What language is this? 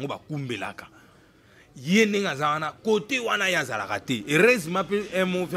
Lingala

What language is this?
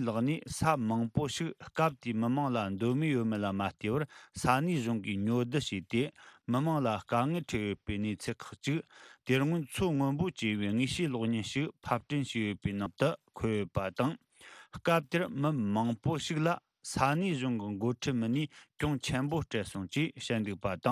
Tibetan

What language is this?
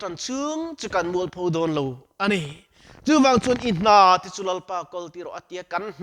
Mizo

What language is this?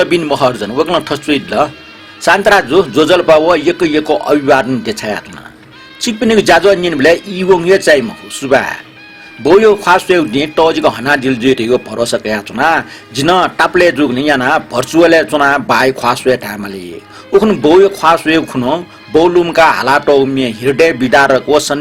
Newari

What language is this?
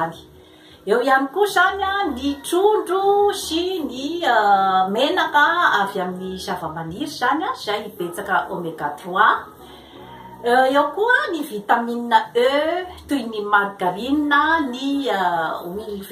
Malagasy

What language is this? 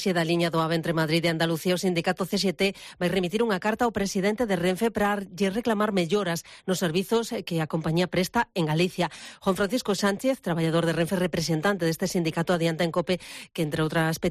Galician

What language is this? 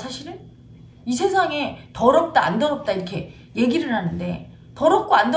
Korean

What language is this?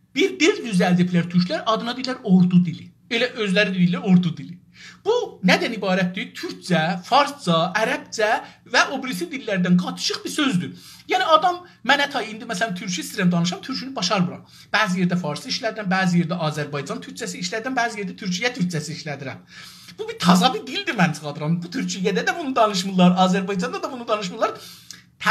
South Azerbaijani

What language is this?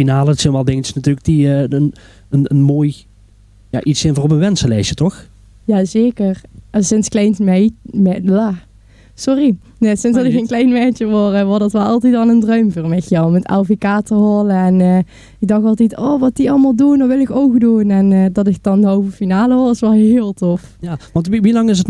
Limburgish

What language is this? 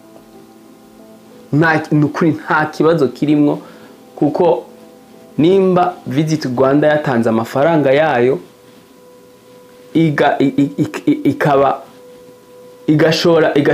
Kinyarwanda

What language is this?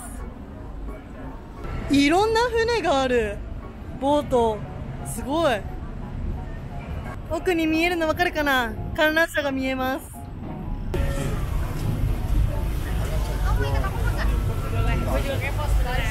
Japanese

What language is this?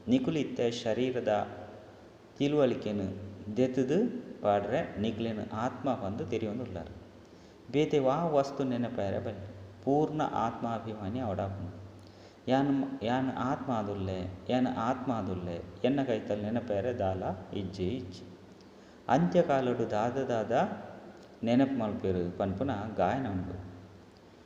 Tulu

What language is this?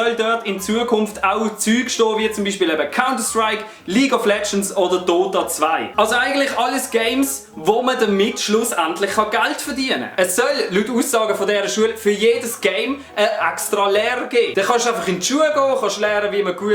Swiss German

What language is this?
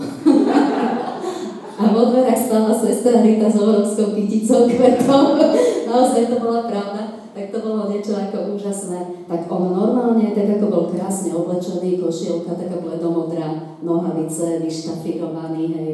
Slovak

